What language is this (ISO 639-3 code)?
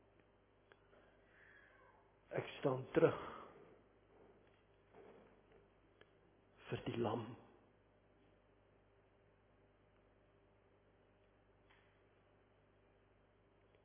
afr